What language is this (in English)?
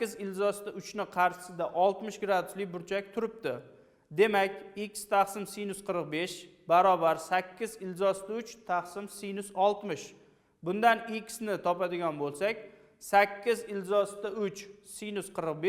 Uzbek